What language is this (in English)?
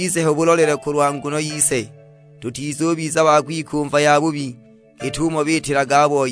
Sukuma